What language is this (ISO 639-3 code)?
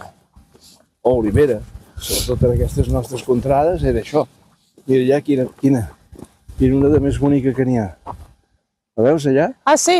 cat